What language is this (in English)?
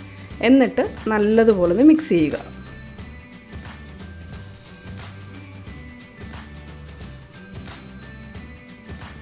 Malayalam